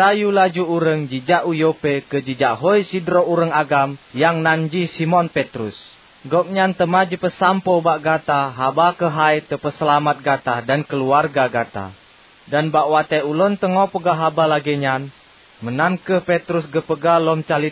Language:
Achinese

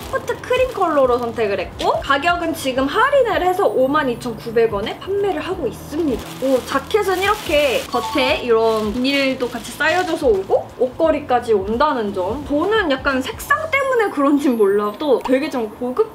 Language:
Korean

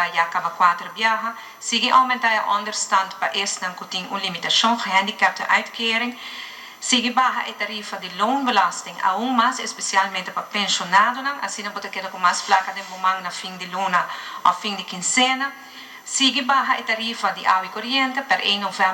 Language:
Papiamento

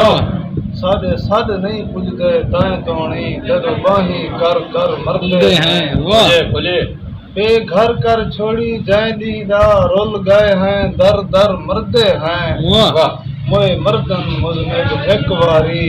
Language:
Saraiki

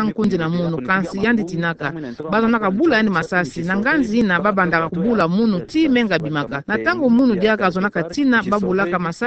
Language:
Kituba (Democratic Republic of Congo)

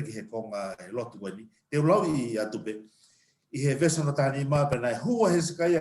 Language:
Tongan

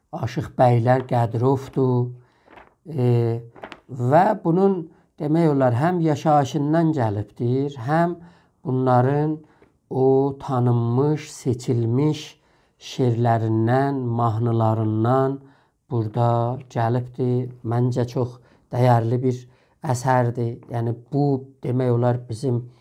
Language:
South Azerbaijani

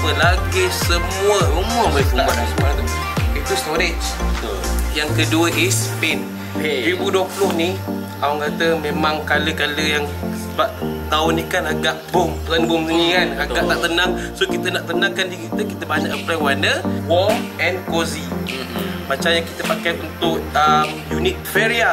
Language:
Malay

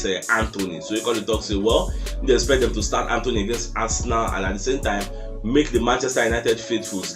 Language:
Nigerian Pidgin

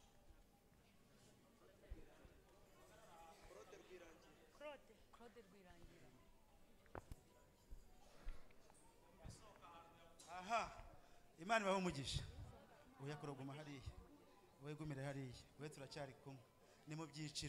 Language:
Kinyarwanda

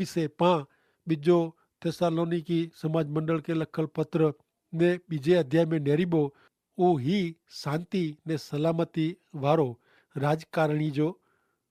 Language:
Kachhi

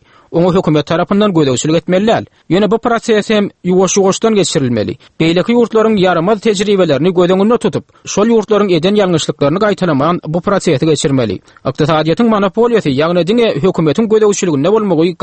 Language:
Turkmen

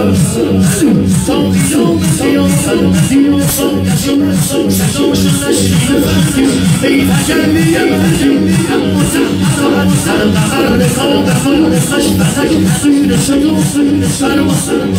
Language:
Persian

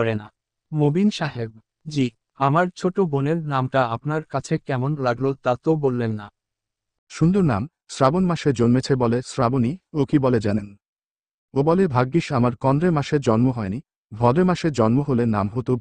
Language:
Bangla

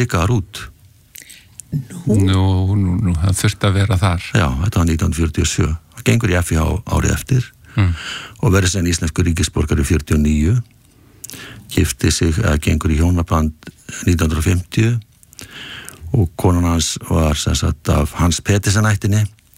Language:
Icelandic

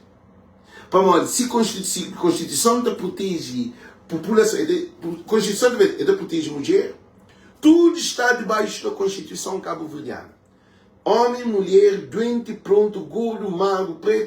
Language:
Kabuverdianu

